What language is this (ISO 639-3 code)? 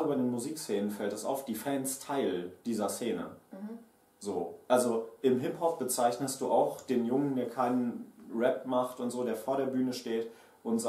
deu